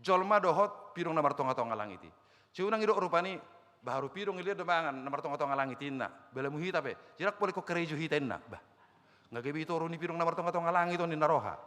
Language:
Batak Toba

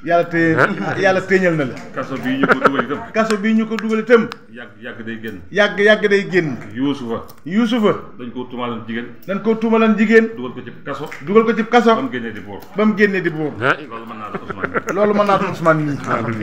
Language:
Wolof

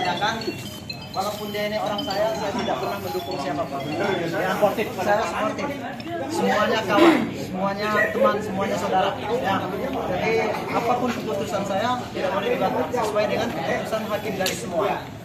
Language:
Indonesian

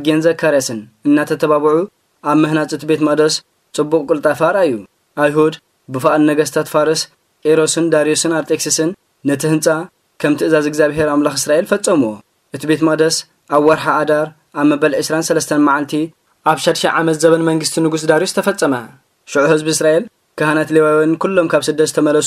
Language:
Tigrinya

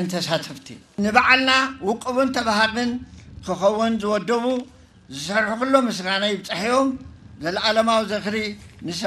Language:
Tigrinya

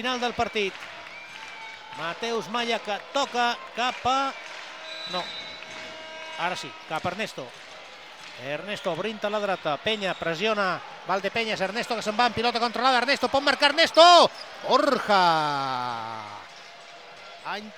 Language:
Catalan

